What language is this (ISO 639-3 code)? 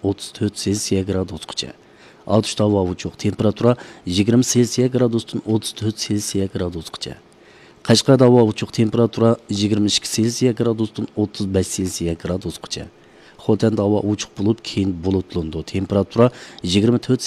uig